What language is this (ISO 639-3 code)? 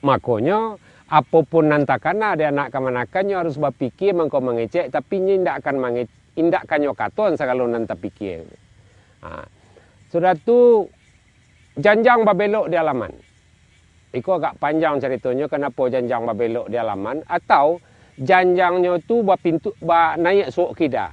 min